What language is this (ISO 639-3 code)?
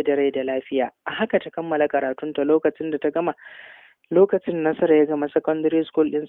hau